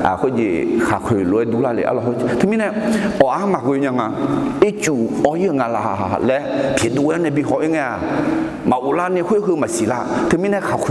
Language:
Akha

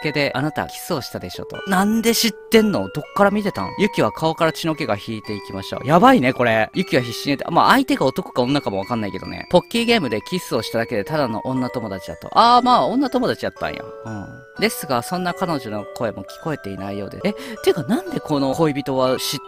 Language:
Japanese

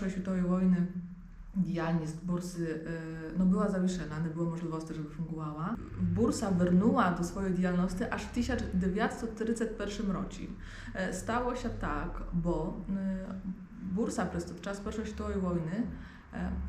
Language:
Rusyn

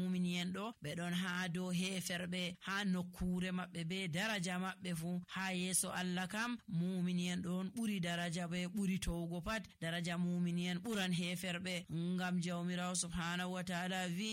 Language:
Nigerian Fulfulde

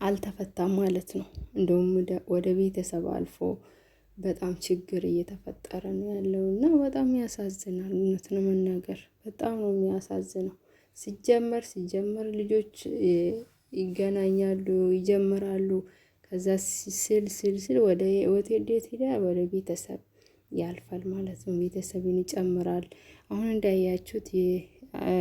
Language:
Amharic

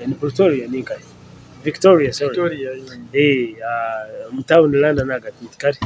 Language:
Nyankole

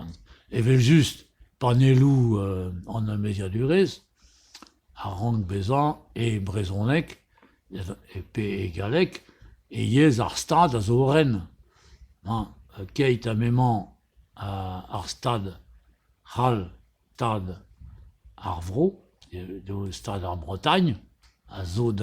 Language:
Breton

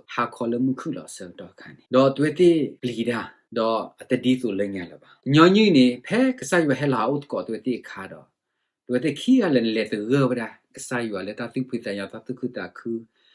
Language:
S'gaw Karen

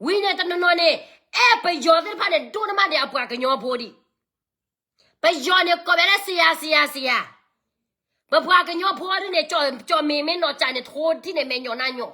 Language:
S'gaw Karen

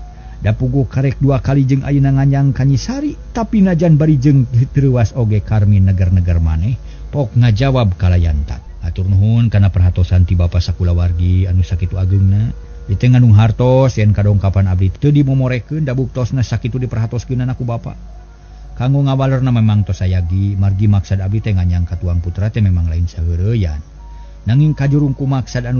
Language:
Sundanese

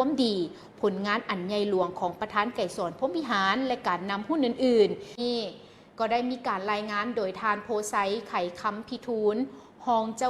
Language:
Lao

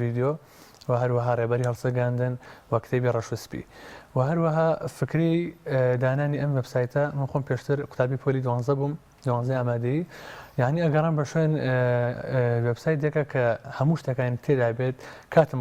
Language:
Central Kurdish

